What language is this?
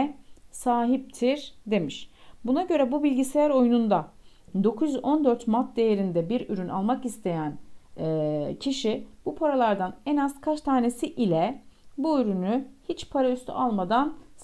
Turkish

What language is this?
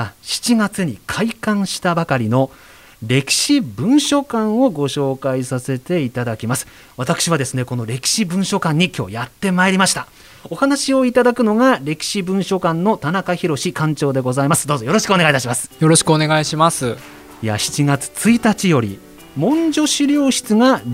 Japanese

